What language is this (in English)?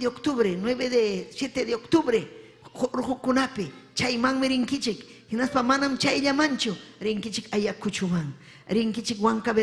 Ayacucho Quechua